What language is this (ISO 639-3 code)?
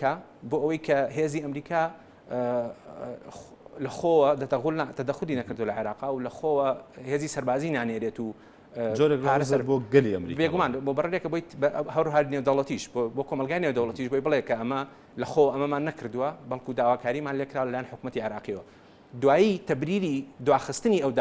ckb